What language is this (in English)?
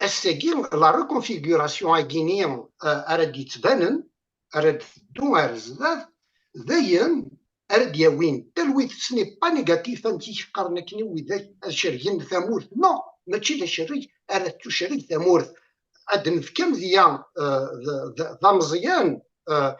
Kabyle